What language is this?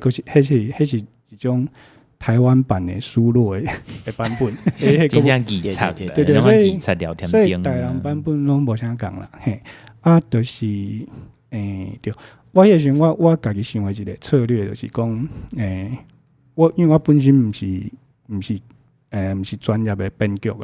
Min Nan Chinese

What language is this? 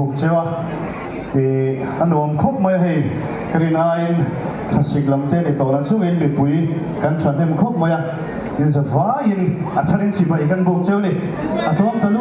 Hmar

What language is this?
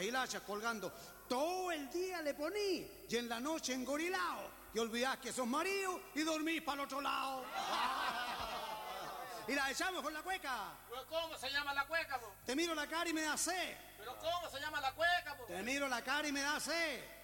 Spanish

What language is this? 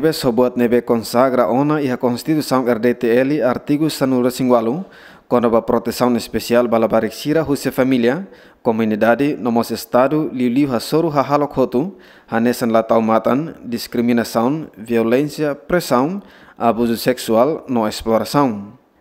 Tetum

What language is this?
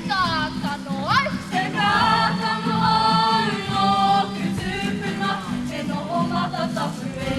Māori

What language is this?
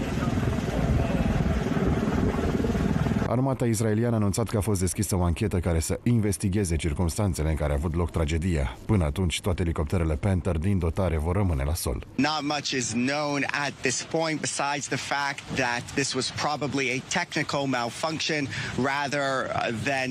Romanian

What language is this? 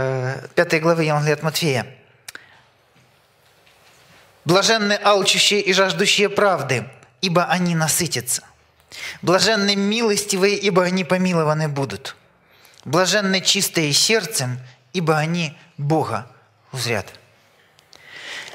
Russian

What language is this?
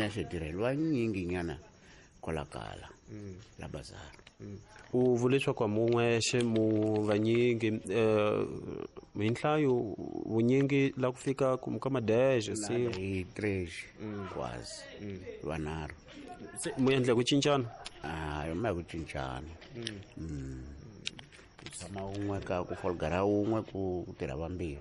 Tsonga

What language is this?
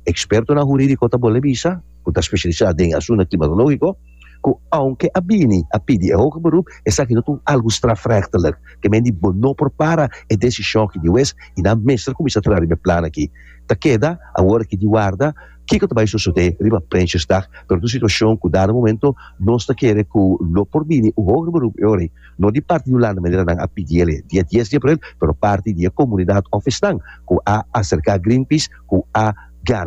Papiamento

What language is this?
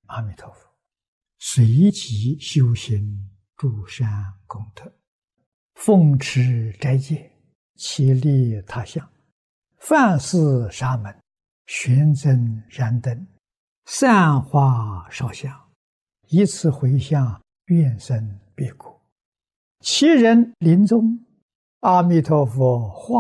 Chinese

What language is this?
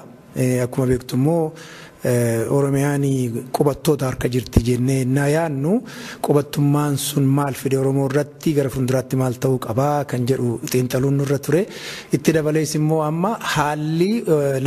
Oromo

